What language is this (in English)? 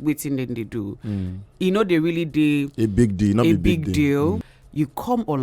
Nigerian Pidgin